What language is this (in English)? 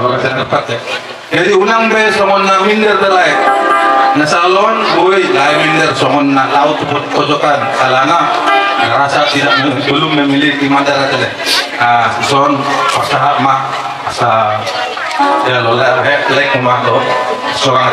Batak Toba